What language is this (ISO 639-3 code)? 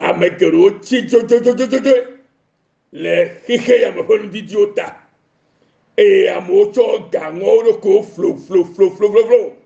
ewe